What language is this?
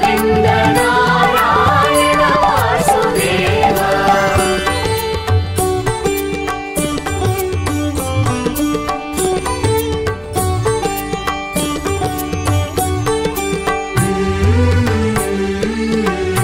Telugu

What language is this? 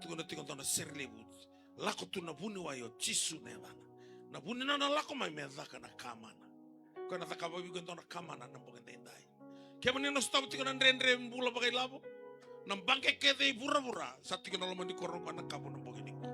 Fijian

